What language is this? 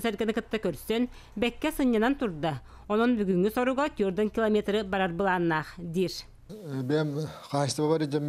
Yakut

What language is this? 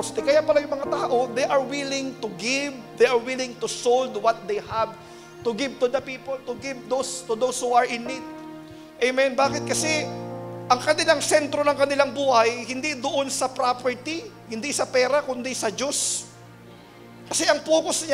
Filipino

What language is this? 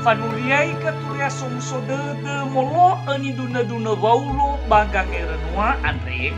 Nias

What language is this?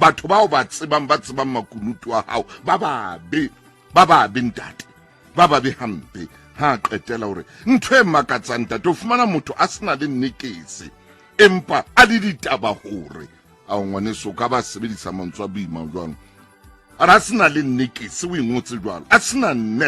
Southern Sotho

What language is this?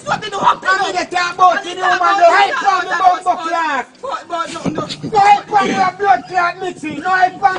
Jamaican Creole English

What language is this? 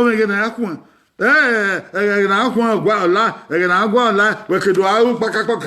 Bini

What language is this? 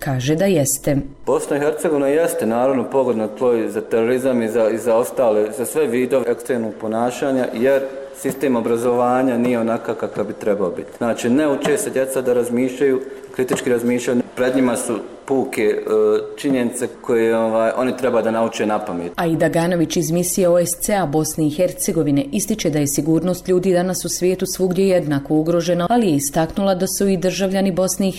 Bosnian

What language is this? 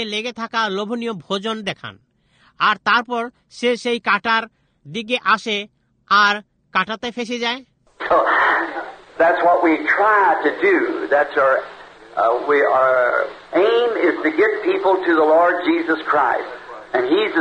Bangla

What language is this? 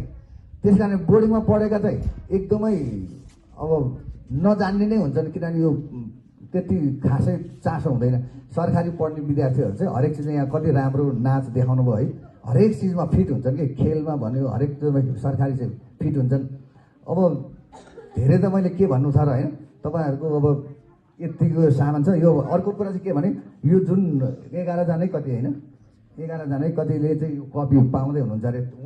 Nepali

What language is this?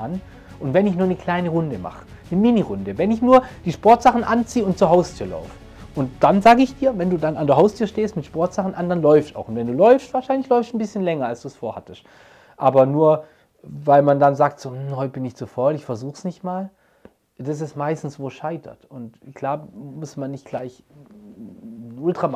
German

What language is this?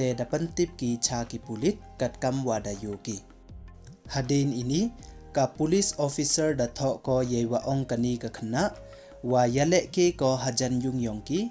Pnar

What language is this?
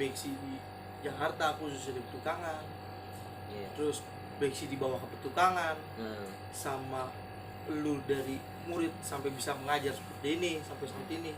Betawi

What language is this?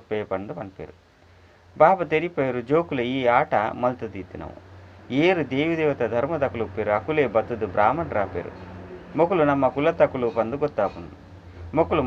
Tulu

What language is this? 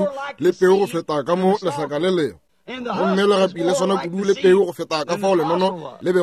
Northern Sotho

